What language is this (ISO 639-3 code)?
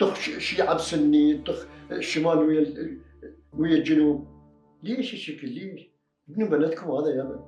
acm